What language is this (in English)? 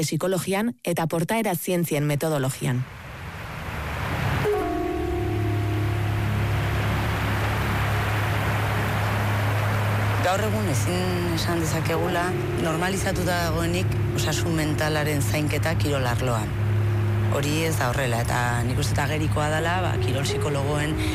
Basque